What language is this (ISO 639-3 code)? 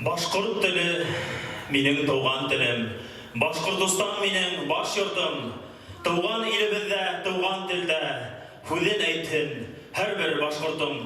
bak